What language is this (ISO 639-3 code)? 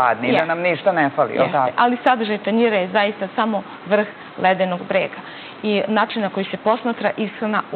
srp